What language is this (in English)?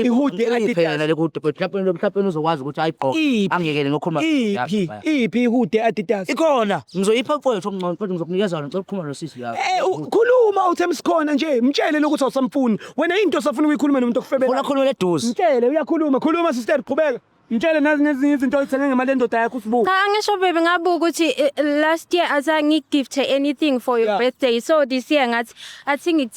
Zulu